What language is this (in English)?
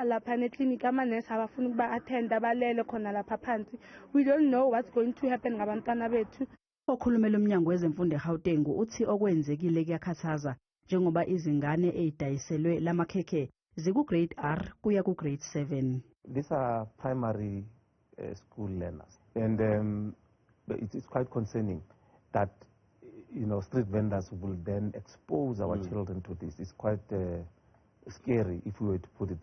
Zulu